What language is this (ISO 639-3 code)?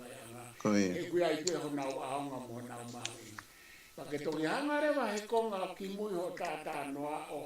ton